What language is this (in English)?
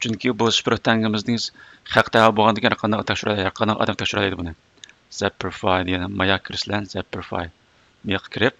Uyghur